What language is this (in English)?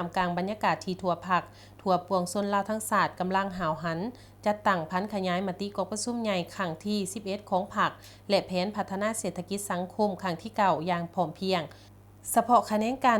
Lao